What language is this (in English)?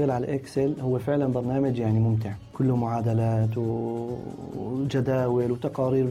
North Levantine Arabic